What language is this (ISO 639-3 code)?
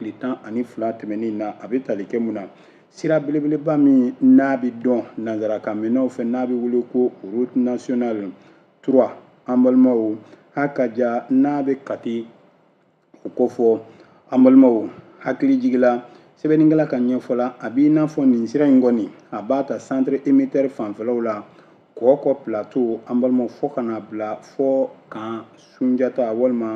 bam